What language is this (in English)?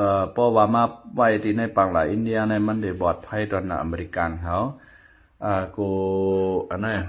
Shan